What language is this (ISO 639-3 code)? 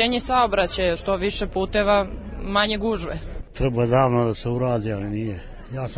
srp